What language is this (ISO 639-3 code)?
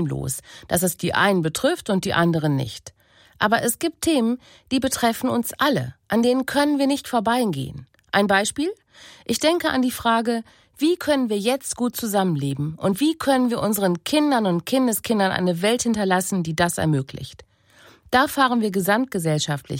deu